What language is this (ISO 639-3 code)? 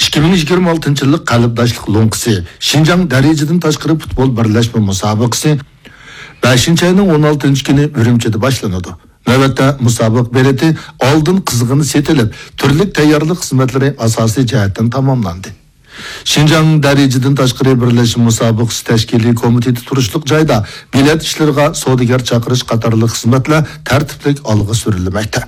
uig